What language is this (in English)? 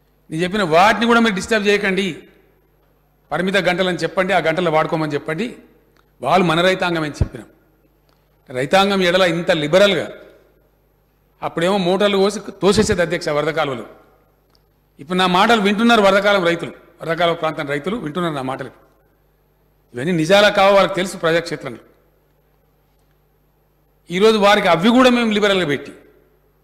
Telugu